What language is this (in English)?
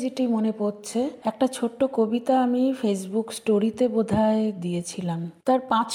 Bangla